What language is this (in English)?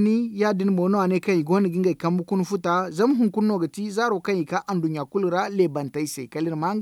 Zarma